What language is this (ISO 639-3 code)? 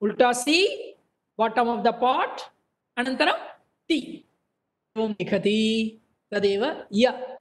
san